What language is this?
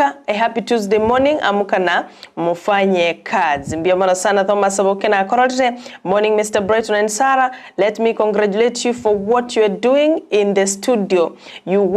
Gusii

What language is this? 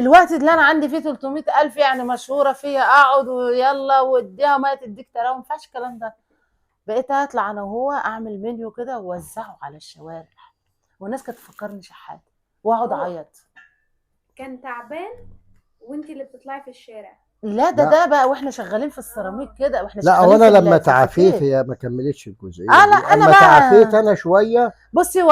Egyptian Arabic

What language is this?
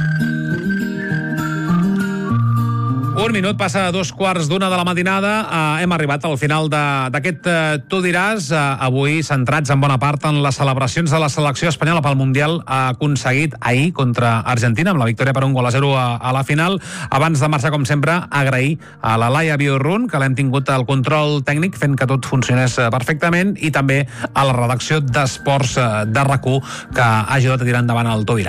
Catalan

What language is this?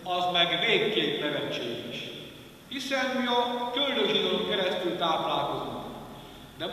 Hungarian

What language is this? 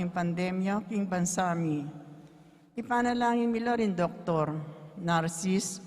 Pampanga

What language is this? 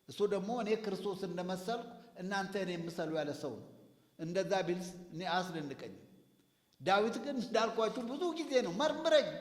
Amharic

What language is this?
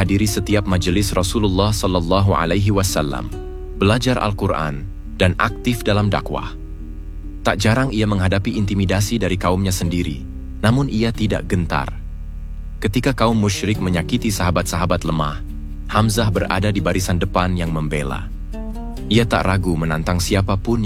Indonesian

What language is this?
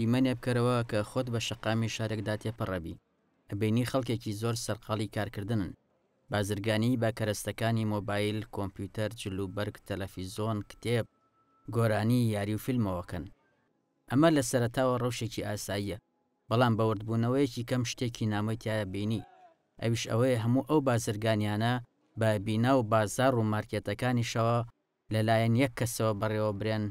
Central Kurdish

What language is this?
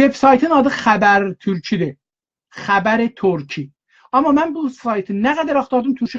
South Azerbaijani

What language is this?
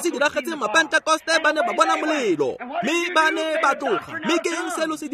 Tswana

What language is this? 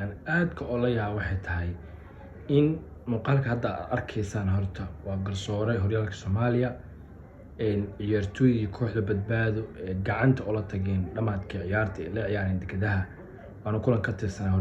Somali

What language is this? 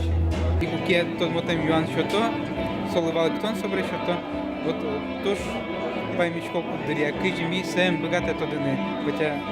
Udmurt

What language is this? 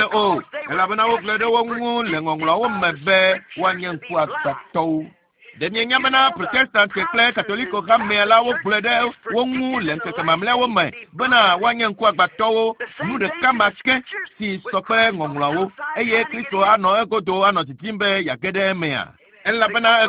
Ewe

